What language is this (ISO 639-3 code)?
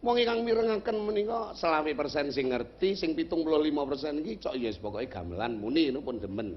jav